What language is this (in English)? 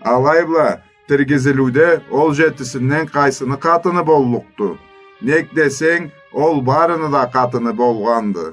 Karachay-Balkar